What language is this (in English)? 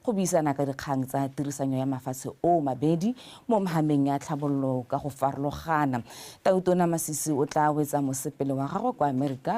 Tswana